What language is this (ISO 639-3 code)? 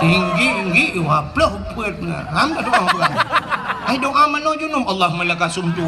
ace